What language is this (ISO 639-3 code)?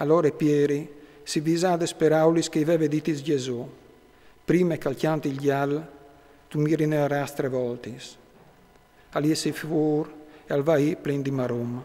fur